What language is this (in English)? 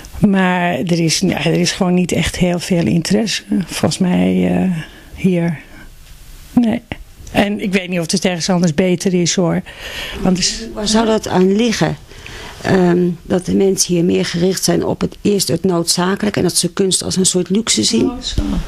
Dutch